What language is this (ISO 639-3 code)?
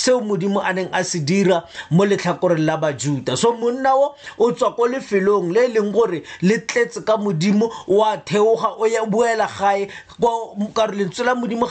tsn